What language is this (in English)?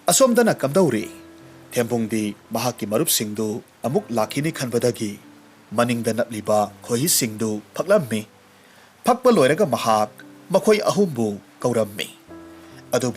Manipuri